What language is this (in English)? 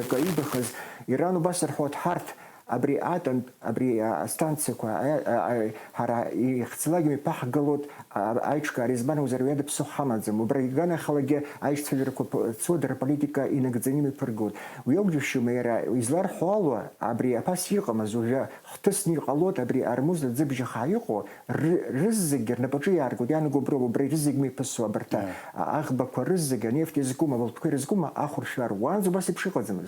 Abkhazian